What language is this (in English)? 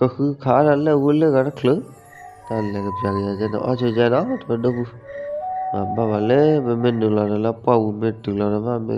S'gaw Karen